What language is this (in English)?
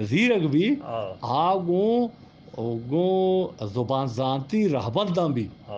Eastern Balochi